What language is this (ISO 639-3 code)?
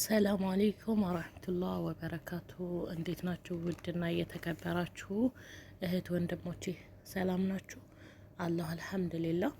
amh